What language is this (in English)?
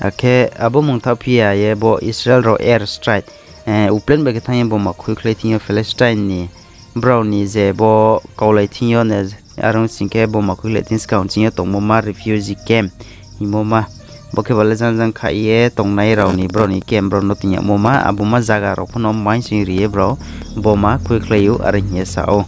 Riang (India)